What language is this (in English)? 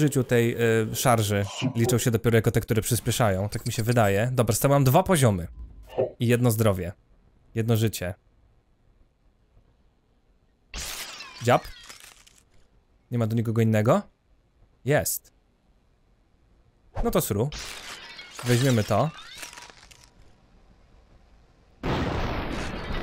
Polish